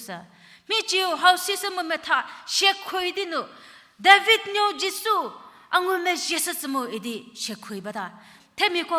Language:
Angami Naga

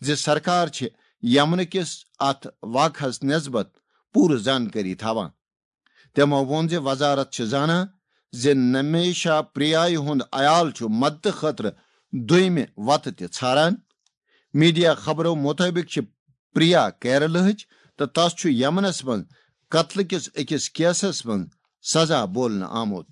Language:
Kashmiri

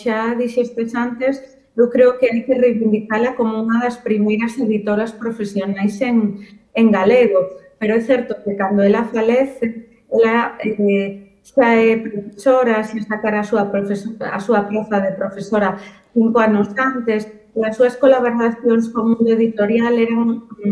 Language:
Galician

